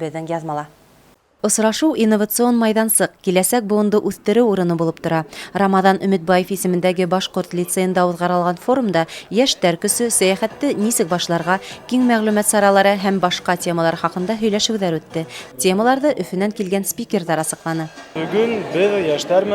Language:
Bashkir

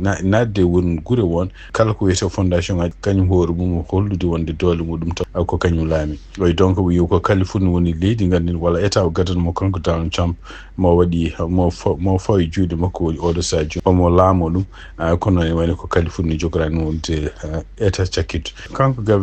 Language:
Fula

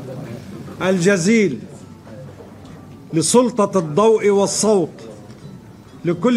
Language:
Arabic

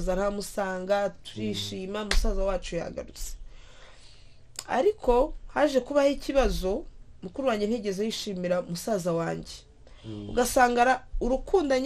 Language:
Kinyarwanda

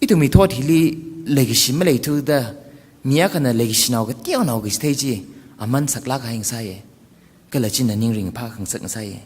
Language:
Tangkhul Naga (India)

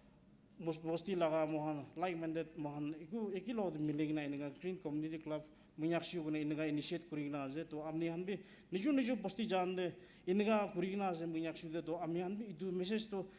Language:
Naga Pidgin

